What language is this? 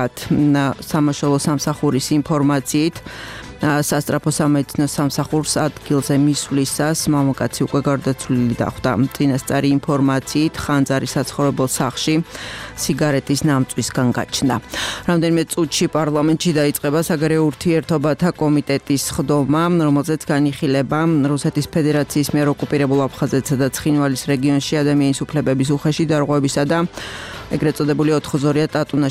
Georgian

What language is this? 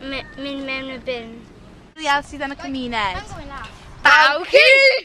Welsh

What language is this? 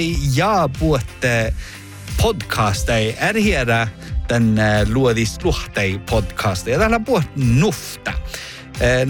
Northern Sami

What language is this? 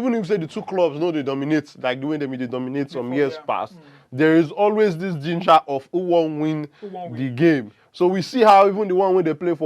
Nigerian Pidgin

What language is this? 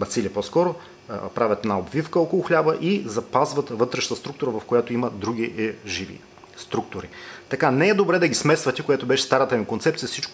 Bulgarian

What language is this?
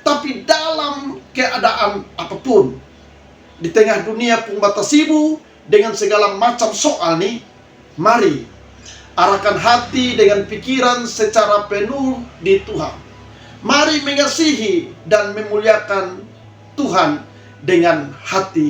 Kupang Malay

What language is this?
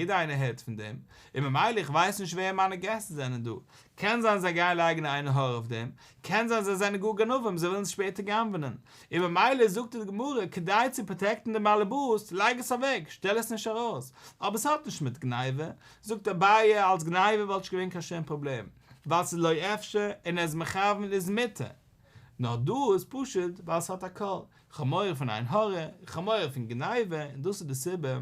Yiddish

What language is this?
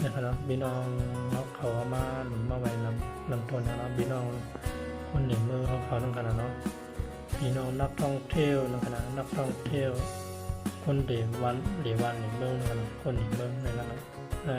Shan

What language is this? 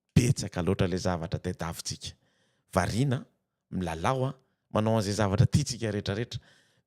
Malagasy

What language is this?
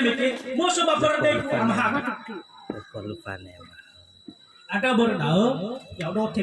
Nias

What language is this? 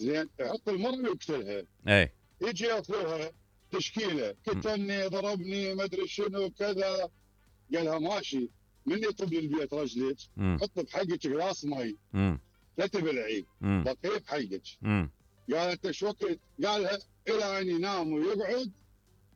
Mesopotamian Arabic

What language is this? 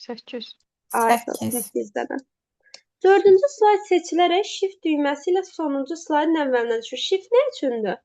Azerbaijani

